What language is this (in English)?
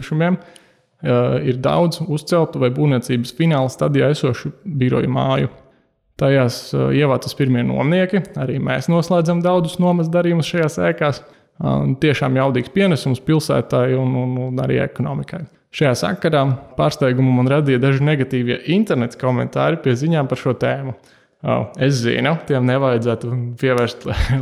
Latvian